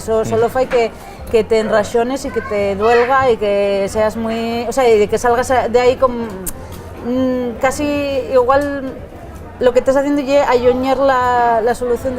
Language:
Asturian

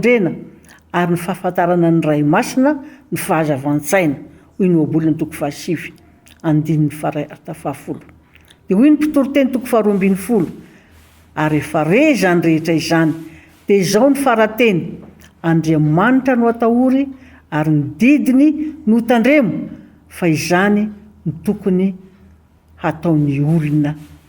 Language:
Malagasy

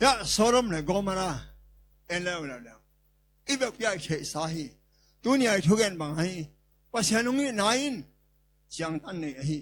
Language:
Tedim Chin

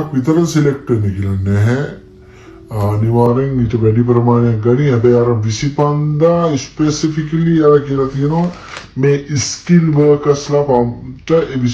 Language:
Sinhala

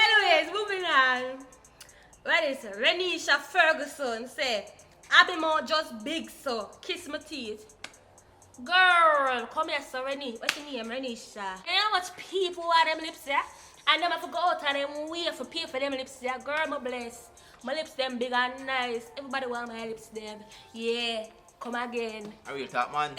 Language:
Jamaican Creole English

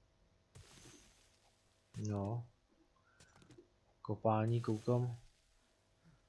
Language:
Czech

